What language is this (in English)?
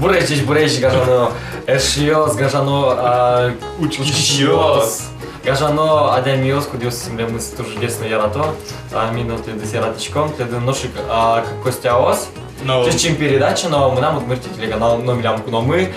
Udmurt